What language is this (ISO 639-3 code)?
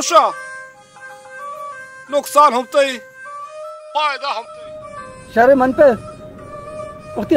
hin